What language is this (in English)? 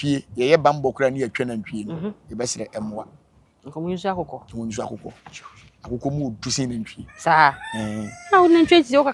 Akan